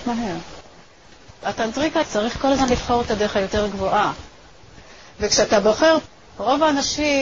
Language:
Hebrew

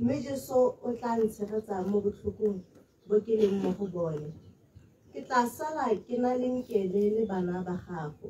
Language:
Tswana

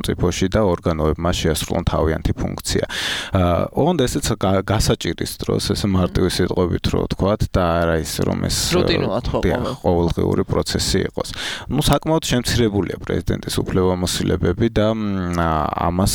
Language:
Georgian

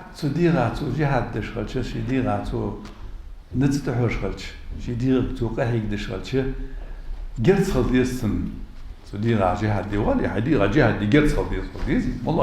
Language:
Ingush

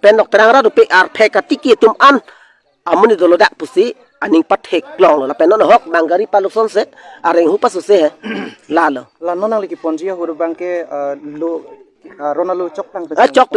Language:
Karbi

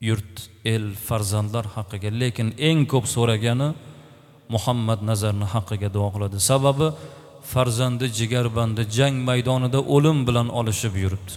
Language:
Uzbek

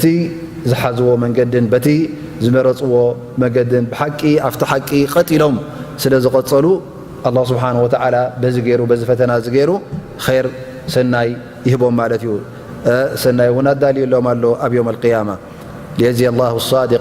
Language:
Tigrinya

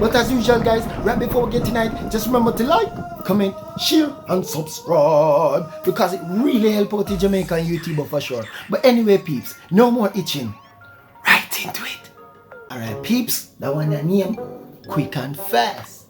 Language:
Jamaican Creole English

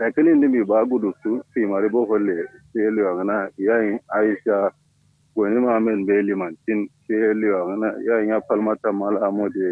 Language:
Kanuri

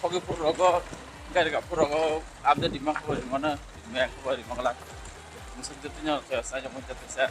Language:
Kok Borok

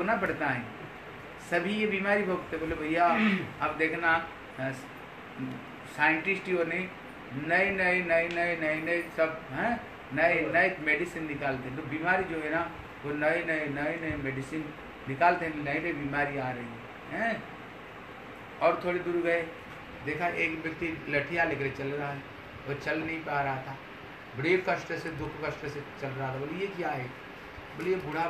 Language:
Hindi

